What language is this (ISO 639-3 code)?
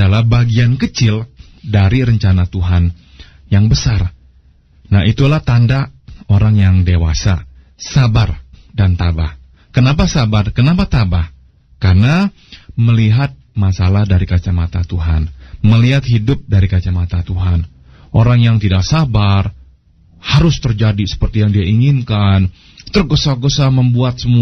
ind